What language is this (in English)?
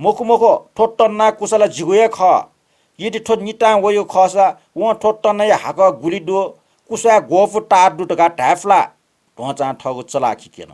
Newari